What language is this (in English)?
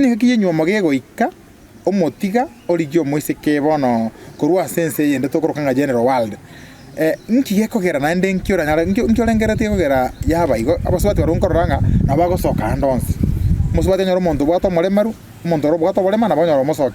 Gusii